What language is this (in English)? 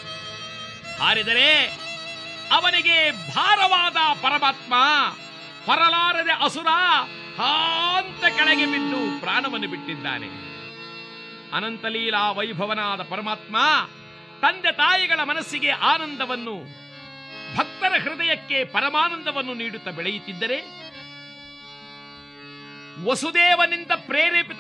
Kannada